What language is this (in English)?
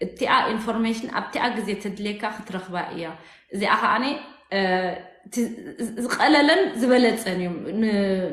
Tigrinya